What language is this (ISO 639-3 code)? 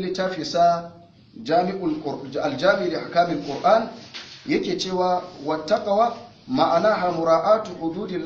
hau